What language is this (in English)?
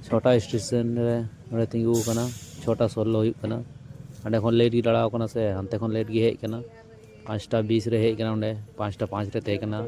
Santali